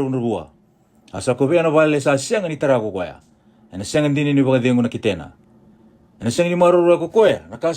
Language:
Fijian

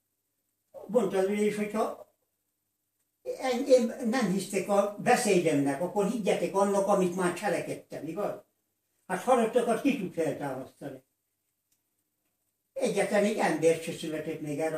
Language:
Hungarian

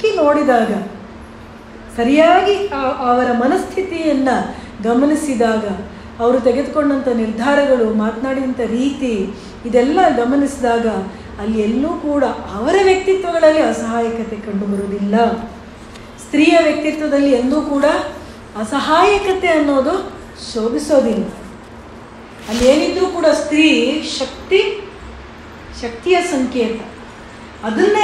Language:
Kannada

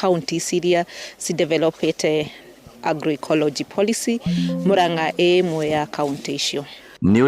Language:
Kikuyu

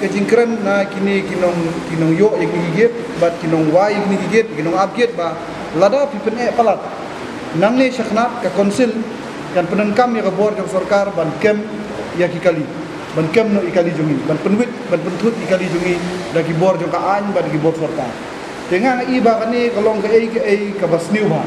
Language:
Khasi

